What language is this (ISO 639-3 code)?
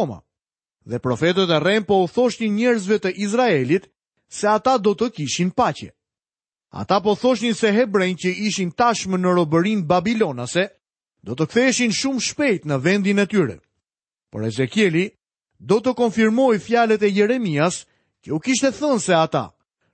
sqi